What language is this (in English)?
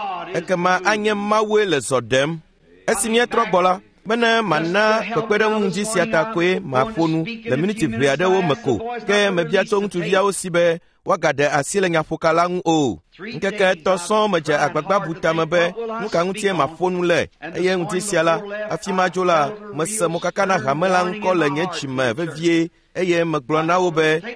Ewe